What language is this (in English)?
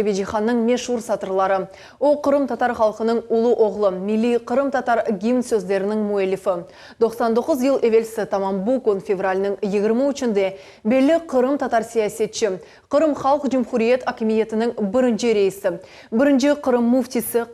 Crimean Tatar